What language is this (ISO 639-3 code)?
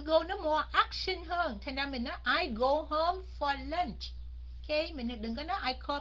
vie